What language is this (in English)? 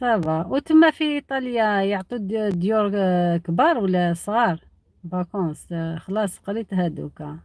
Algerian Arabic